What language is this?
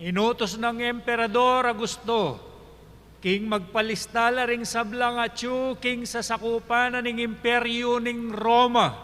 Pampanga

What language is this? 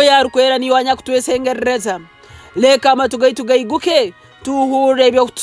Nyoro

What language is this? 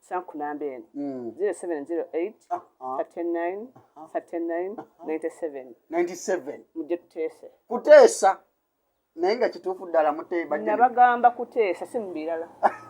Ganda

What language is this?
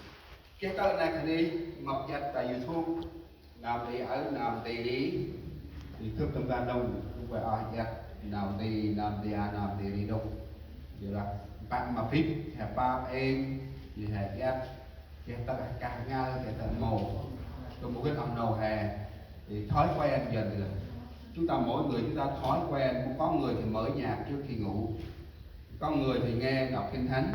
Central Mnong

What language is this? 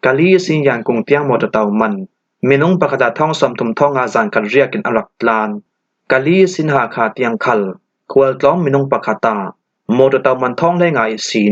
Falam Chin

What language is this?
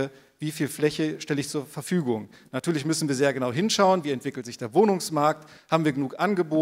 German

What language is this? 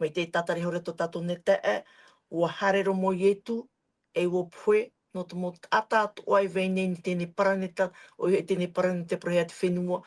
Tahitian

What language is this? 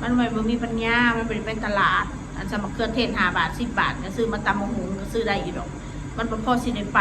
Northeastern Thai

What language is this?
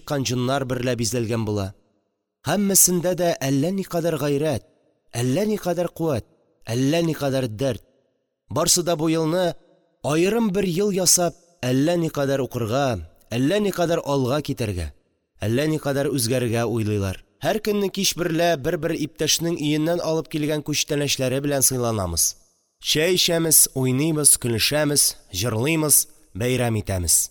Tatar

